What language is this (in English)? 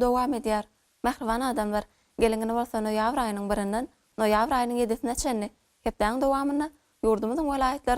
Turkmen